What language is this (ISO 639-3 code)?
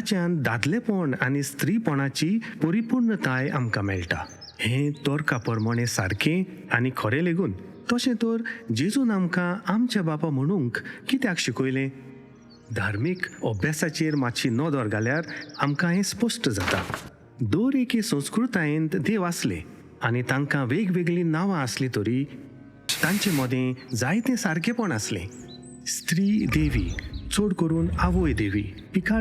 kok